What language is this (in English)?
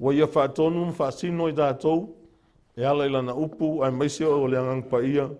Samoan